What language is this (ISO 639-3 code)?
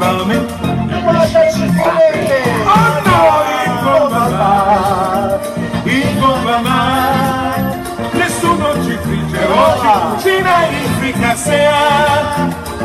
ita